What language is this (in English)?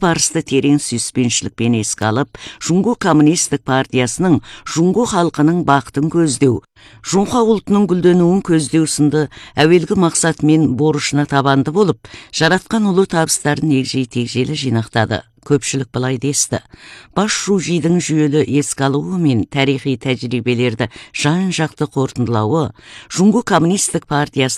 Kazakh